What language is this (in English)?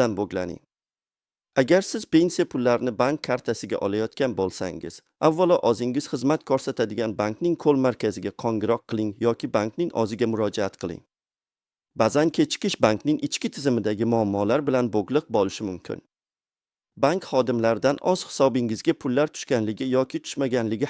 Uzbek